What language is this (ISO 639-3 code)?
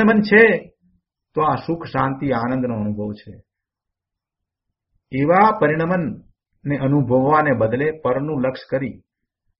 guj